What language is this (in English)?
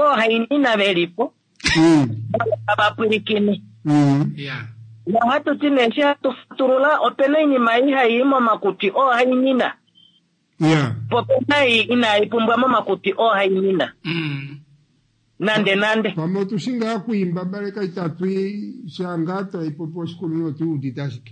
Kuanyama